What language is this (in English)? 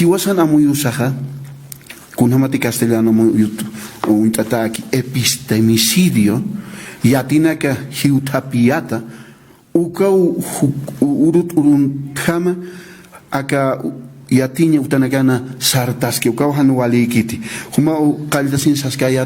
Aymara